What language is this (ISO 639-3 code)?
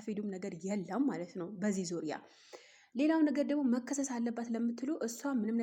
amh